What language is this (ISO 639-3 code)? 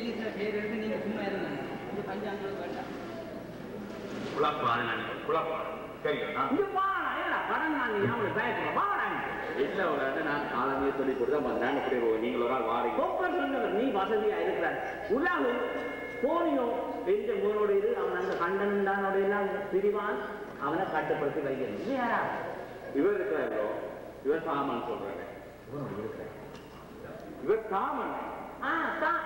tam